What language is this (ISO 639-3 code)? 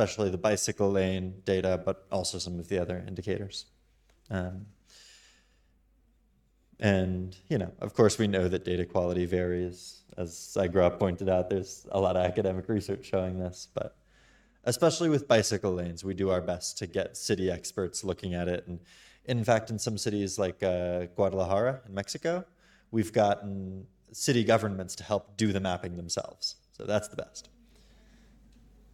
eng